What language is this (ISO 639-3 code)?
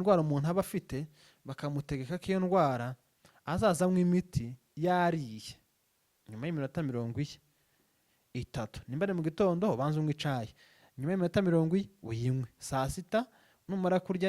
run